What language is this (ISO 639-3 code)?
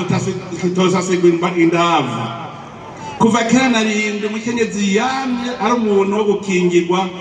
run